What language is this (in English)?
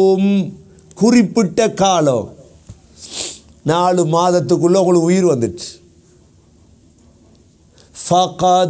Tamil